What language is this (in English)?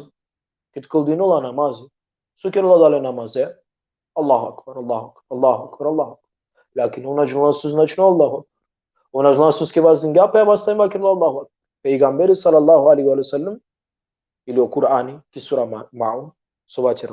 Balkan Romani